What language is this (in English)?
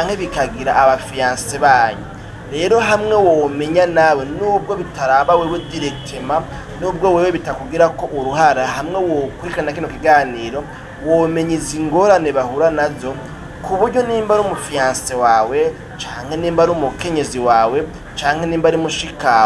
Rundi